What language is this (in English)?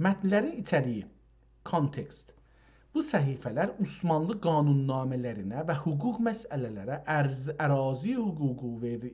South Azerbaijani